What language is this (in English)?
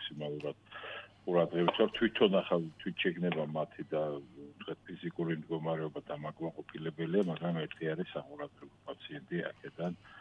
Georgian